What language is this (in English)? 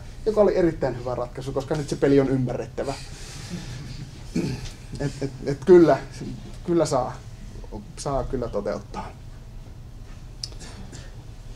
Finnish